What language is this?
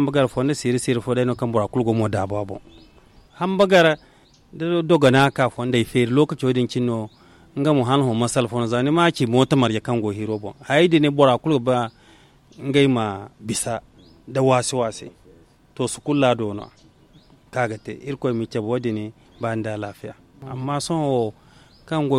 Zarma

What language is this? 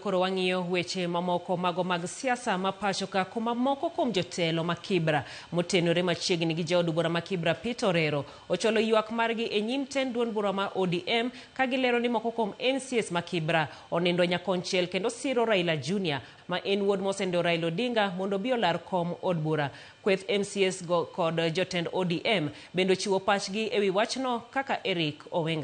Luo (Kenya and Tanzania)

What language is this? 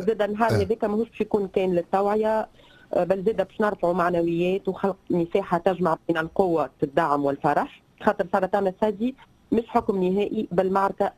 Tunisian Arabic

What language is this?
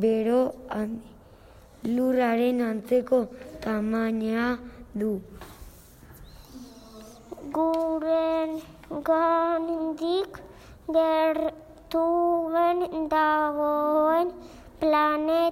Basque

